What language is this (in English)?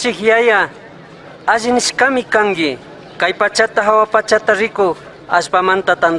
Chimborazo Highland Quichua